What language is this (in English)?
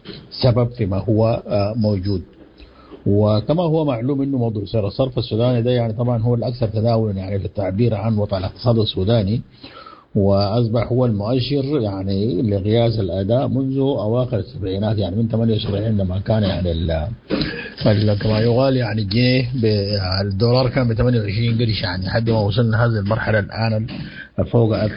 Sudanese Arabic